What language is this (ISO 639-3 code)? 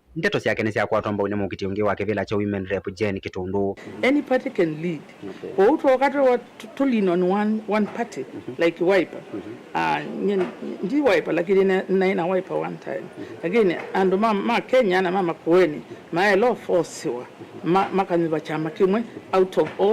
kam